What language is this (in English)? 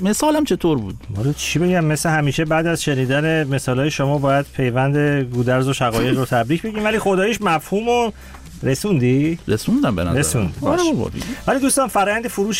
Persian